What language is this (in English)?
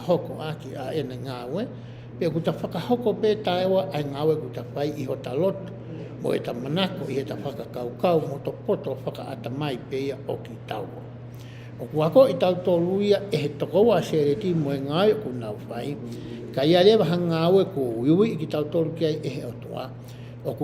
Tongan